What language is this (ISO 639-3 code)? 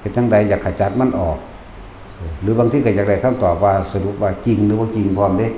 lao